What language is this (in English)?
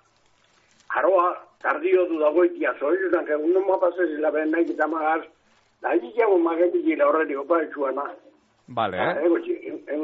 Basque